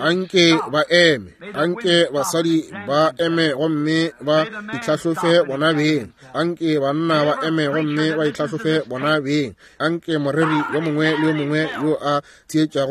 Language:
Northern Sotho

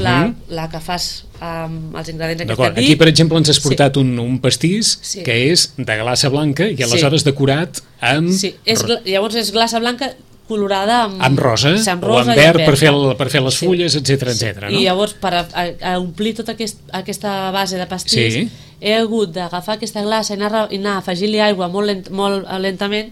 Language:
Catalan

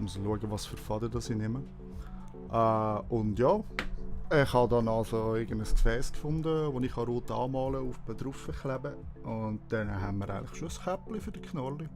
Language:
Swiss German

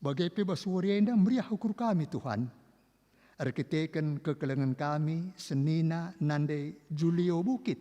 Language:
Batak Karo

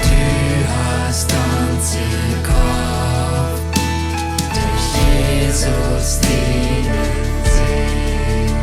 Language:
Plautdietsch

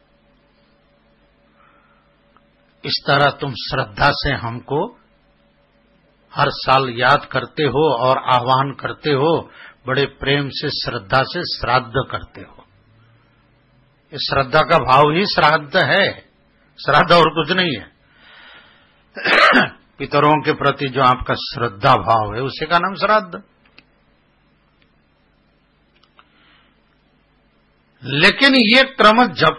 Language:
Hindi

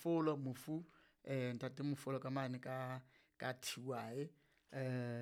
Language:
Southern Sotho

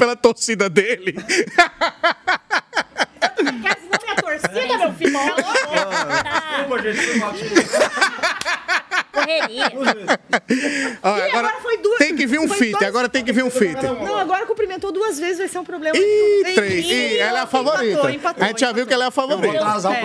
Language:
Portuguese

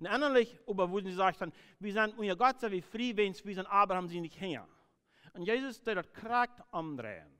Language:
Plautdietsch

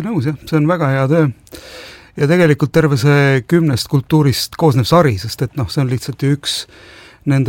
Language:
Estonian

